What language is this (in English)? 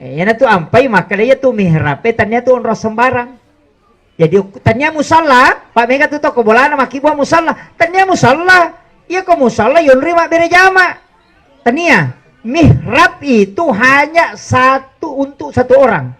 Buginese